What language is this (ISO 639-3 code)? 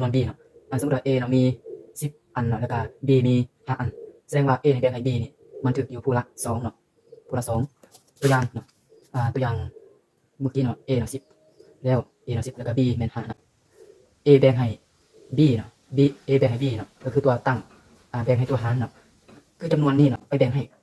lao